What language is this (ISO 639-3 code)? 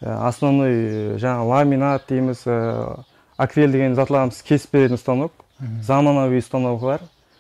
kaz